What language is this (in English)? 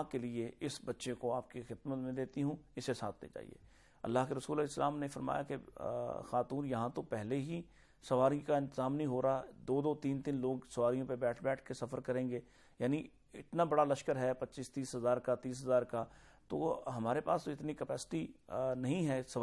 Urdu